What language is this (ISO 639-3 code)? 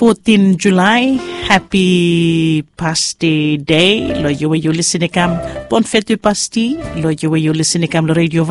bis